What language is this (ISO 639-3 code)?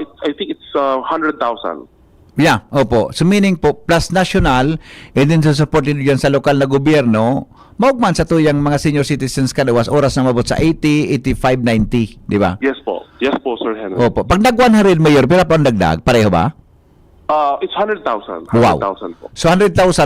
bik